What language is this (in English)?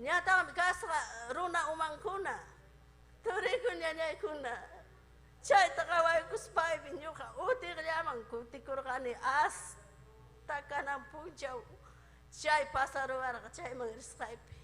Ayacucho Quechua